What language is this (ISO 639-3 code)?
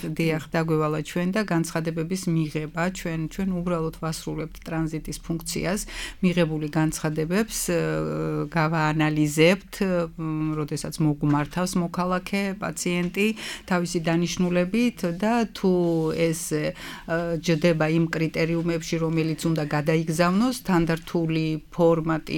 kat